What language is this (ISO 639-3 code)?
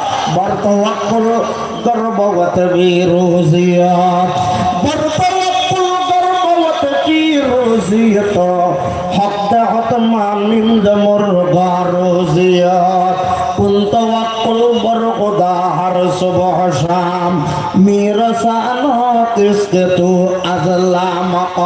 rhg